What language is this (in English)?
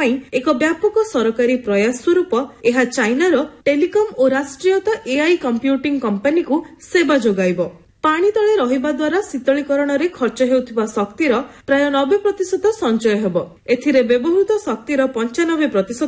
Odia